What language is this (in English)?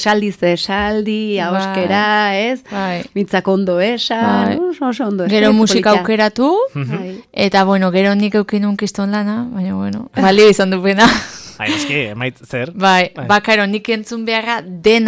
Basque